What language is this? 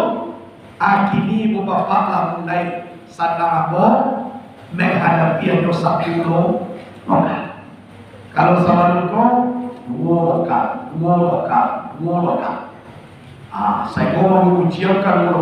Minangkabau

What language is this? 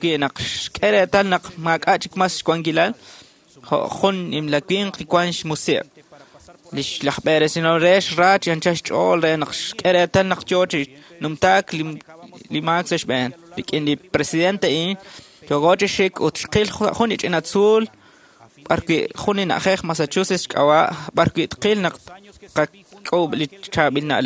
Kekchí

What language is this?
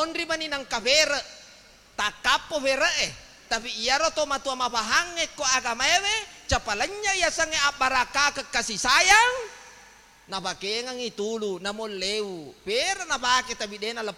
Buginese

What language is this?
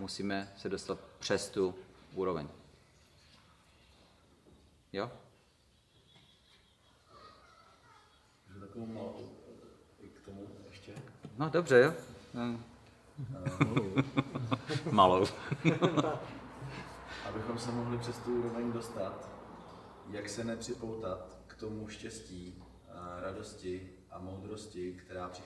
Czech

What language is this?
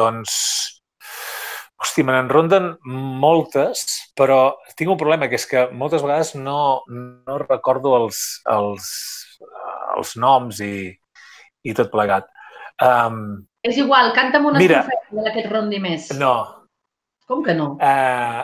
Catalan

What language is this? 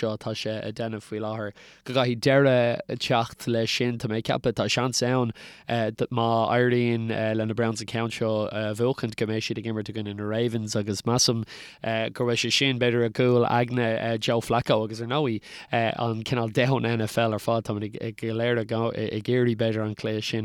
Irish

